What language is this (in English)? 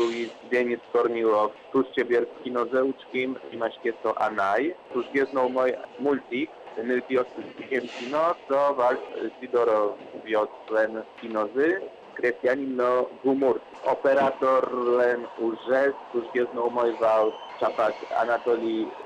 Udmurt